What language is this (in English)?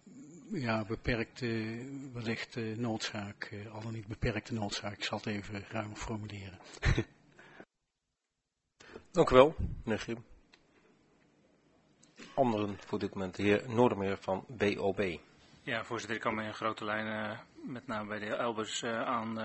Dutch